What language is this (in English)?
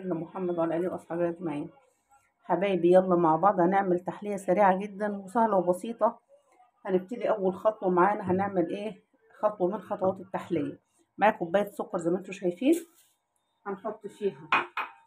Egyptian Arabic